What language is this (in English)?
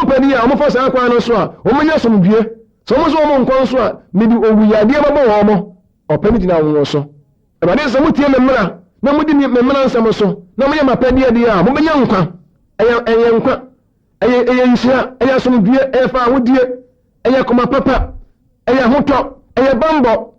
Akan